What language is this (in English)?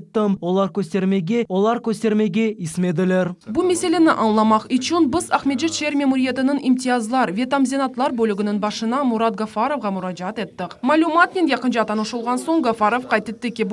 Crimean Tatar